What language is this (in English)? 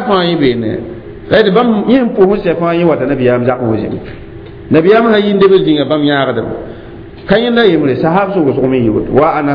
Mossi